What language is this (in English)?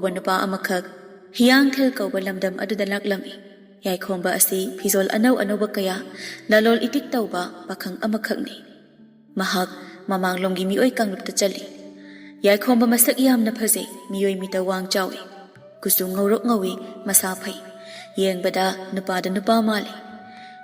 Manipuri